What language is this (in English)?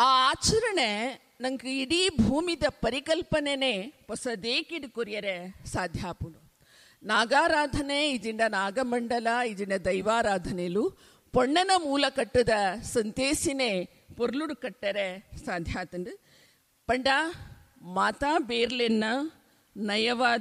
Tulu